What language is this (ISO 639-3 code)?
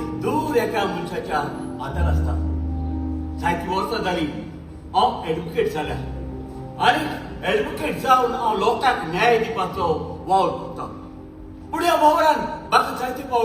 kok